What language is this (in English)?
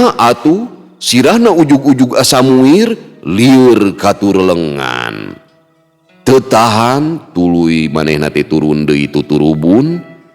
Sundanese